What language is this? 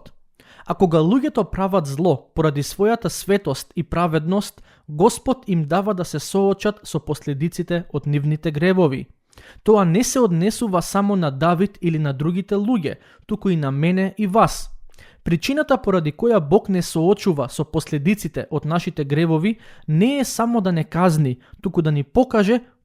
Macedonian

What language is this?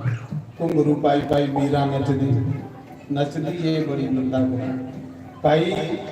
Dogri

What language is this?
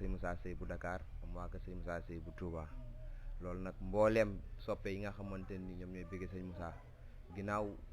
Wolof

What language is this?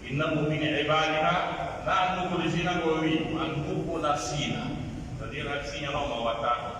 Pular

